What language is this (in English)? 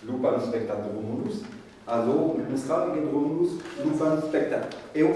Breton